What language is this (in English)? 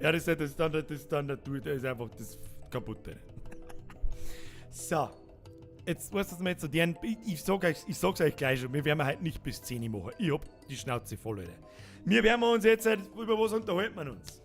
Bavarian